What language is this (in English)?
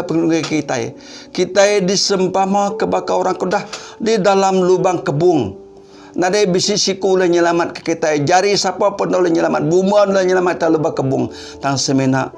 Iban